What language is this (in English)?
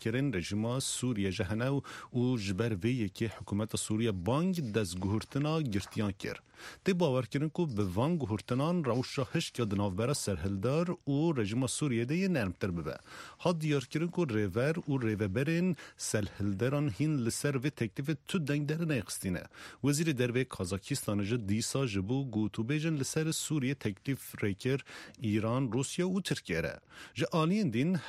Kurdish